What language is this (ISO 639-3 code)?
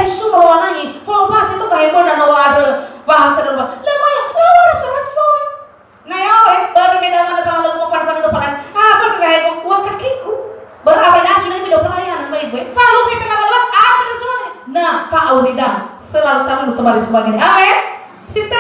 nia